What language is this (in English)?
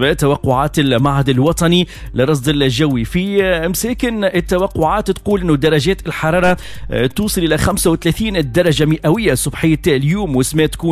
Tunisian Arabic